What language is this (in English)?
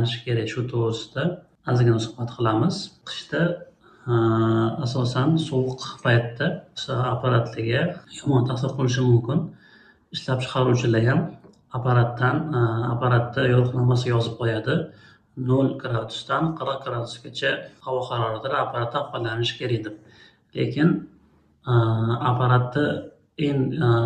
Uzbek